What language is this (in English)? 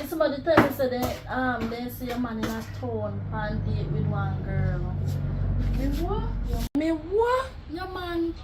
Jamaican Creole English